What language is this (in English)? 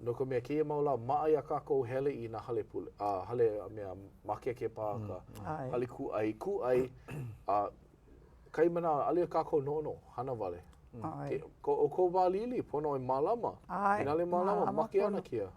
Hawaiian